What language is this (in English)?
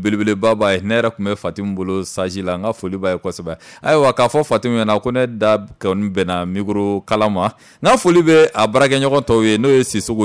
Bambara